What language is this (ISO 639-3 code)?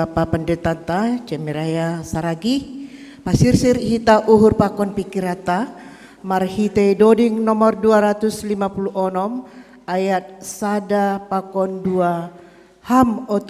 bts